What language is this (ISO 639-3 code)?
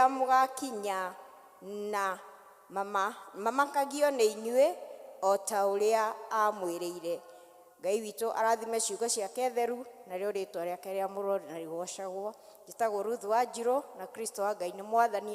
kik